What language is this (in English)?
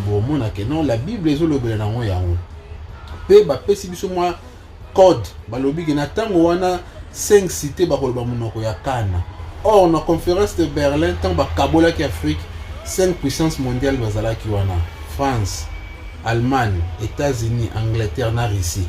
Lingala